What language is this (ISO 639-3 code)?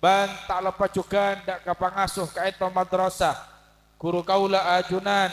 mad